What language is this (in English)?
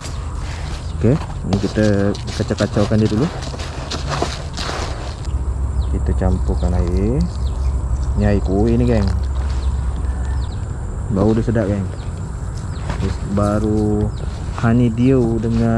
Malay